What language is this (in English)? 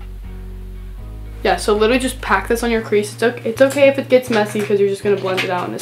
English